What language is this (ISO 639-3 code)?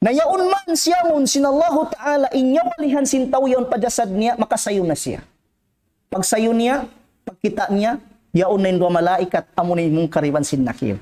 tsg